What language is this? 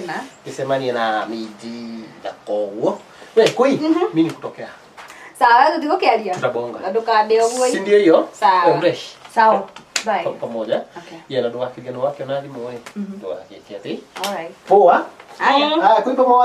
Kikuyu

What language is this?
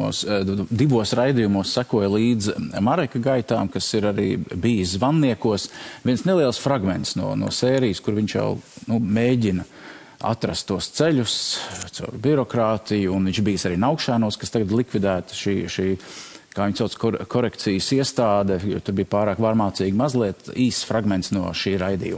Latvian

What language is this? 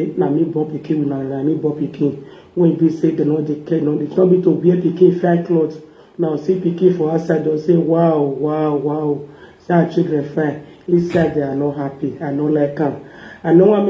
Nigerian Pidgin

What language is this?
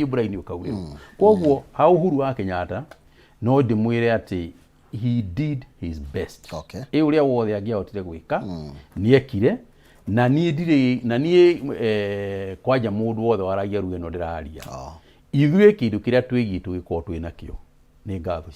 Kikuyu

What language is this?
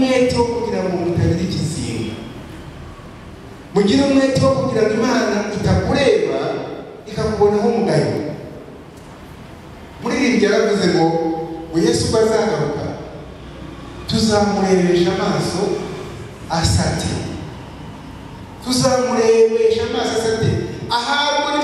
Kinyarwanda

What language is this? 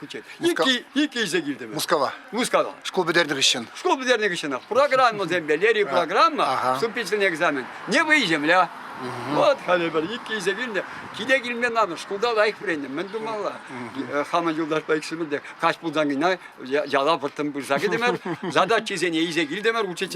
Chuvash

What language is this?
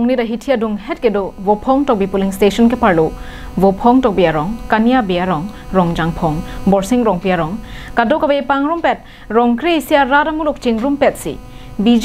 Karbi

